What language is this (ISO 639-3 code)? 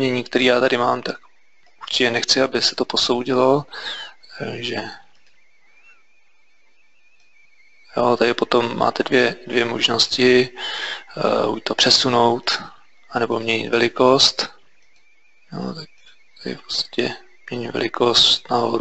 ces